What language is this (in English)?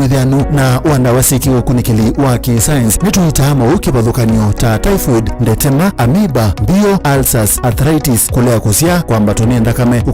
Kamba